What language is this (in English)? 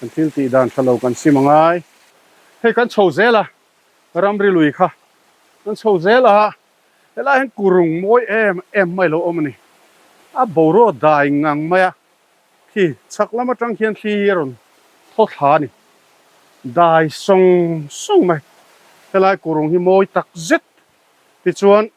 Mizo